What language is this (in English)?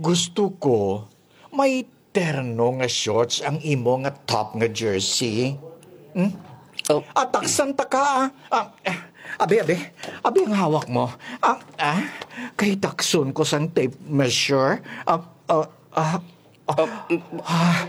Hiligaynon